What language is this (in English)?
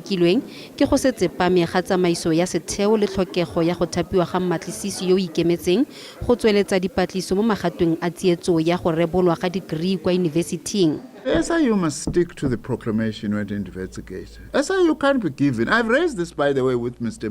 Tswana